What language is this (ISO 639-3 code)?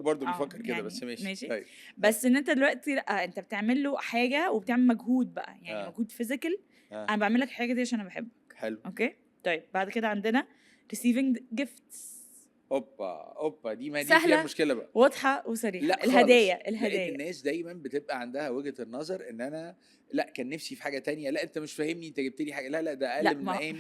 arz